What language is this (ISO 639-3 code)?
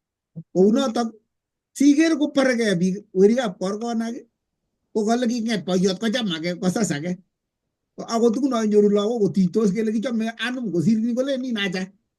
kln